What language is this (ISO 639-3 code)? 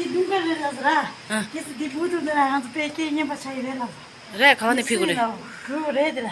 bod